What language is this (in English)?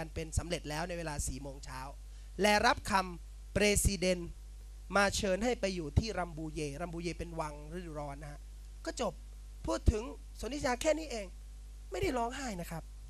Thai